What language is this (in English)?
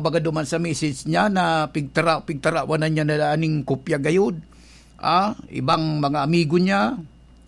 Bikol